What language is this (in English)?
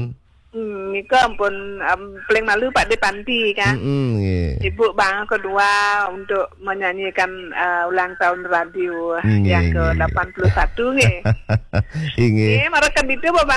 Balinese